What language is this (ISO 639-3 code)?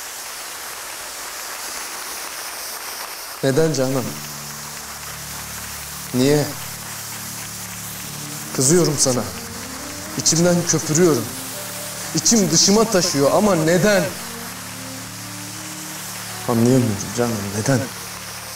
tur